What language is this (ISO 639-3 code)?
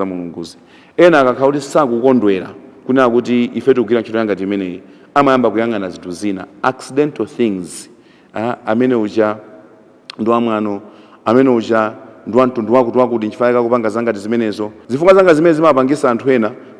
nya